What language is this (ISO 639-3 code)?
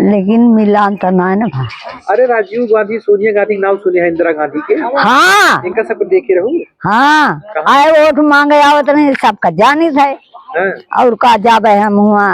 awa